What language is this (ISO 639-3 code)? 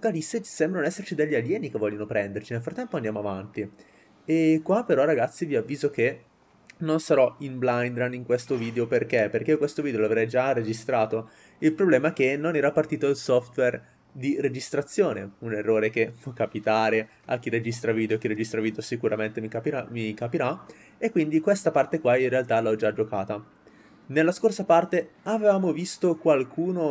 ita